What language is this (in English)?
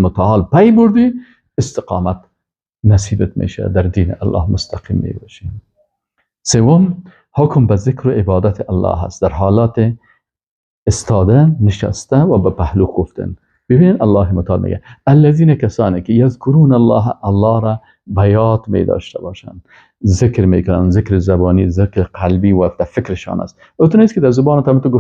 Persian